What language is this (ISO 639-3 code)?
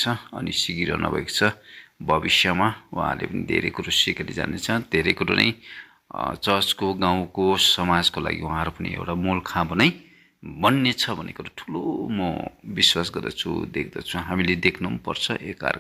nep